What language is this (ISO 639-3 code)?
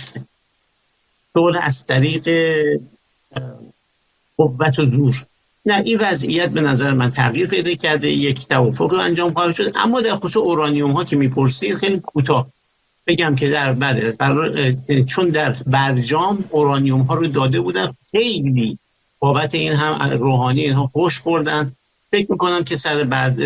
fas